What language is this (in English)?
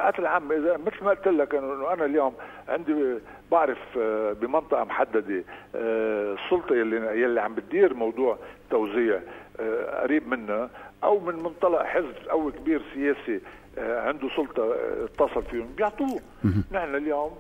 North Levantine Arabic